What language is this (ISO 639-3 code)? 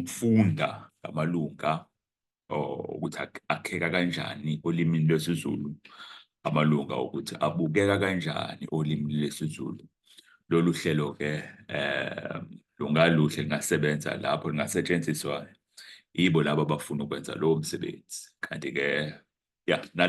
zul